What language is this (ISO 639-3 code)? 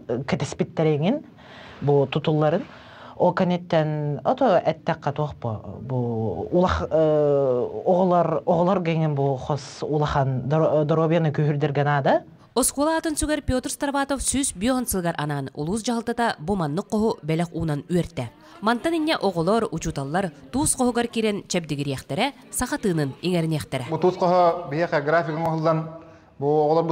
sah